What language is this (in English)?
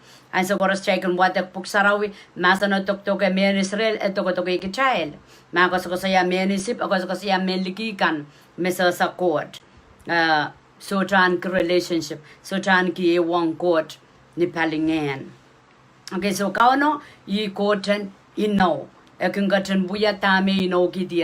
Pohnpeian